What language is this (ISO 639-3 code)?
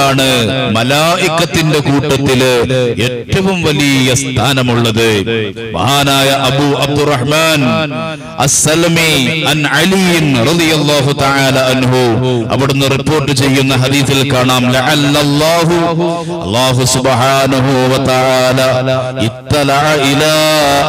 mal